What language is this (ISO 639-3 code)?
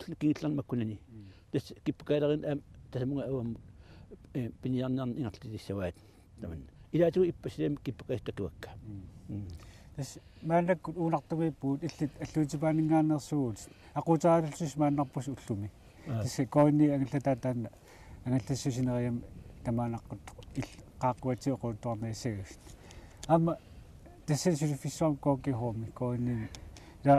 kal